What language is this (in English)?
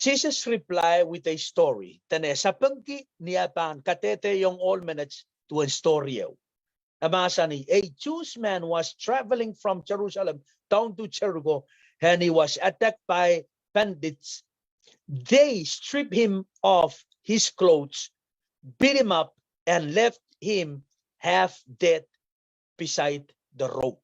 Pohnpeian